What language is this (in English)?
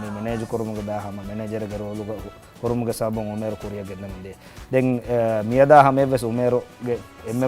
Divehi